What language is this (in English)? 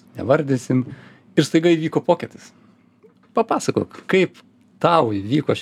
Lithuanian